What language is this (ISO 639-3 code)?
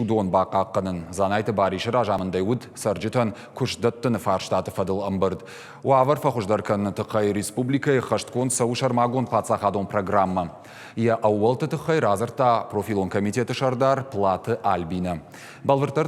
oss